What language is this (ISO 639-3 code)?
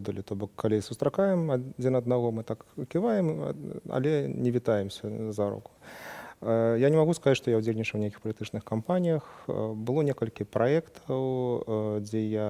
bel